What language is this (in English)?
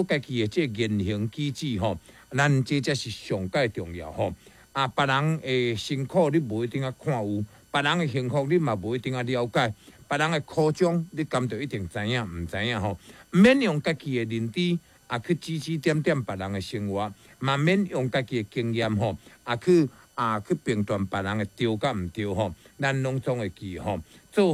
Min Nan Chinese